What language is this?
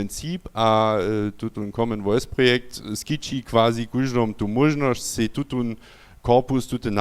Upper Sorbian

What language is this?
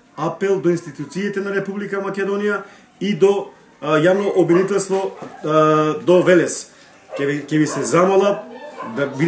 Macedonian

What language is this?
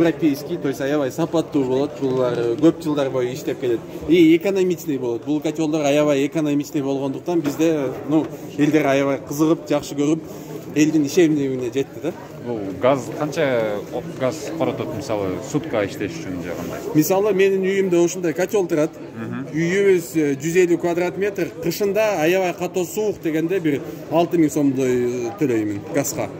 Kyrgyz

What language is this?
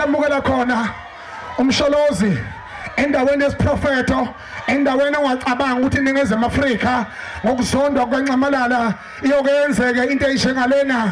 Zulu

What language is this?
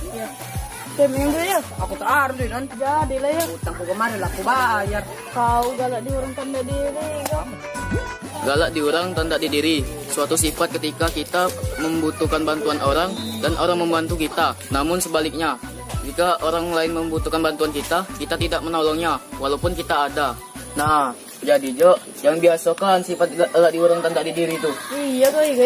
Musi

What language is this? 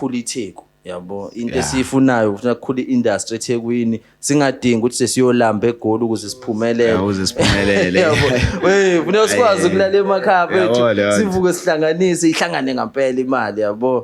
Zulu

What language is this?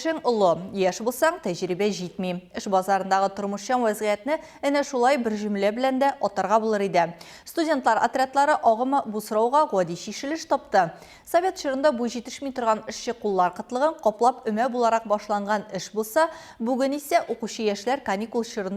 Tatar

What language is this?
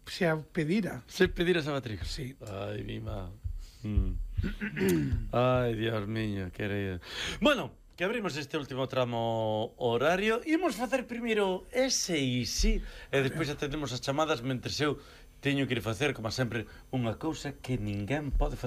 Galician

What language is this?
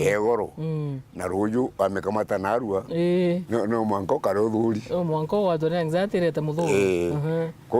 Meru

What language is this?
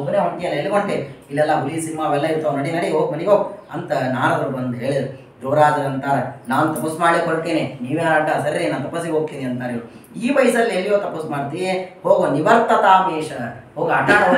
Kannada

